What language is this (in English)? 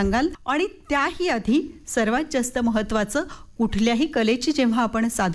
Marathi